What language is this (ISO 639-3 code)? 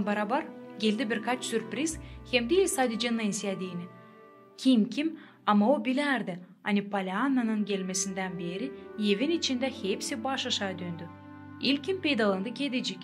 gag